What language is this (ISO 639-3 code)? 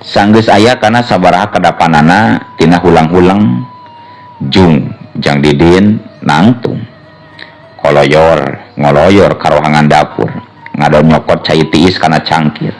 sun